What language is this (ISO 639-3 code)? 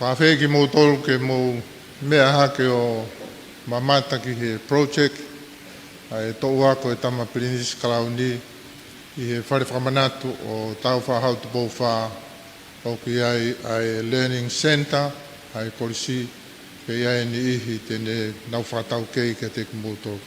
ton